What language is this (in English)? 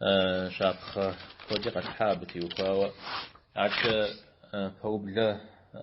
Kabardian